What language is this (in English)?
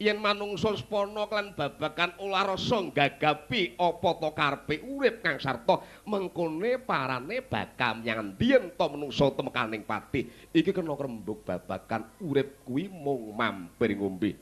Javanese